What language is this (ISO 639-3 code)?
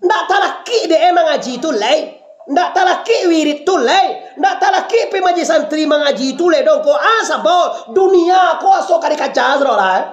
min